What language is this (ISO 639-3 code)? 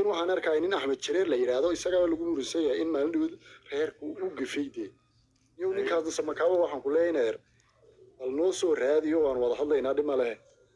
som